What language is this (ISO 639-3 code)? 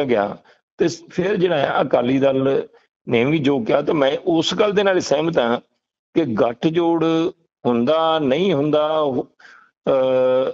pan